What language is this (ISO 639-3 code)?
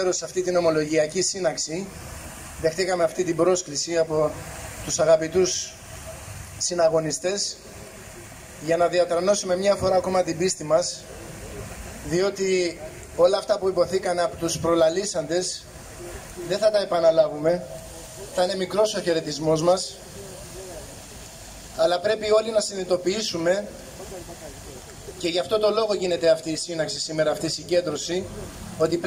ell